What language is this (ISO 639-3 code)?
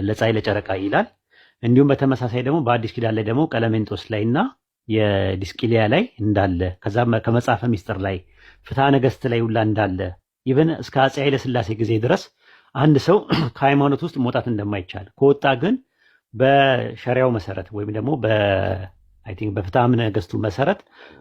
amh